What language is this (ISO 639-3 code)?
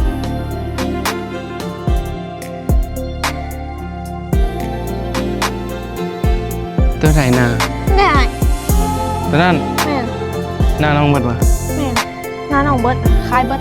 lao